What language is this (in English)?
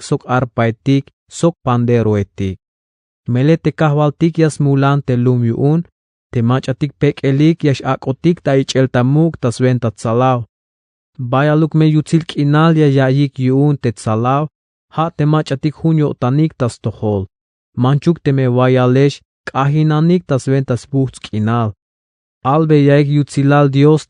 Tzeltal